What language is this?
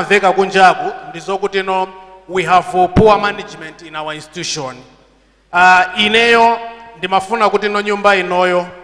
Nyanja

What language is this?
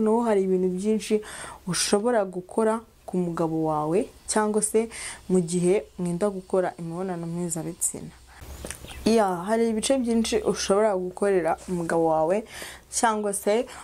Kinyarwanda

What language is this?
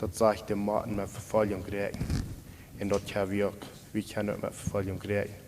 Plautdietsch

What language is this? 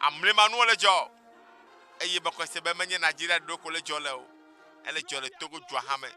Ewe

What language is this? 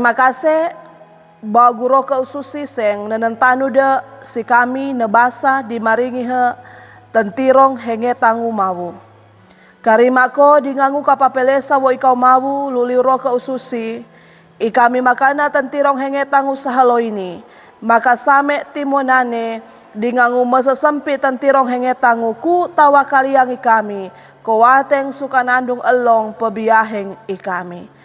Sangir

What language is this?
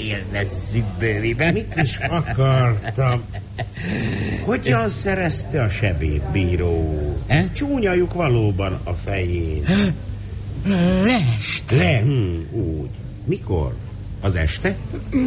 Hungarian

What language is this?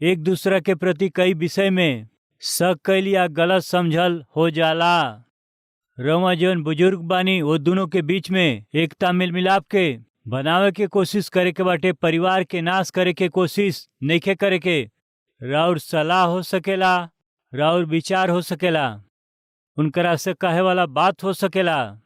Bhojpuri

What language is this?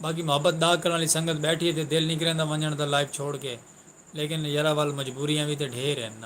Saraiki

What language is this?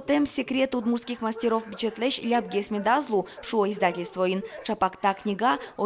Udmurt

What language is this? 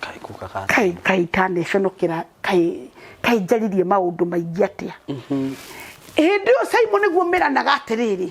Kikuyu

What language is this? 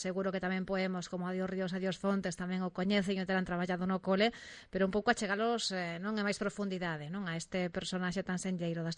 Galician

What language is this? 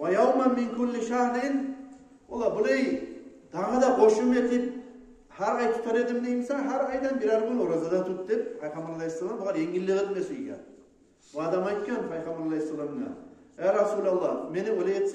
Kumyk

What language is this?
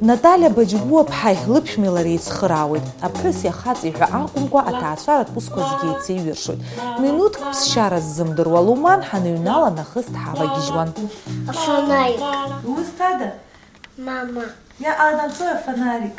Abkhazian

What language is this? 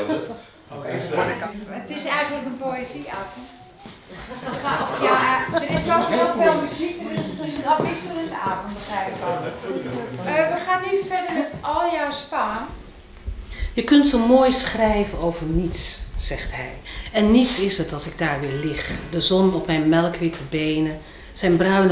Dutch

